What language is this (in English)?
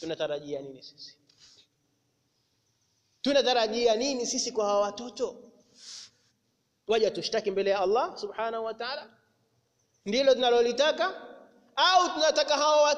Swahili